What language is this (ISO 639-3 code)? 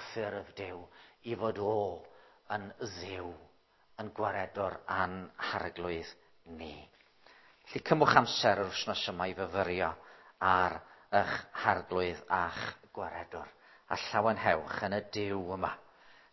cym